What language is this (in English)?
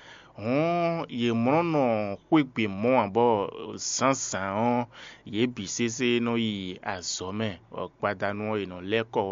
Fon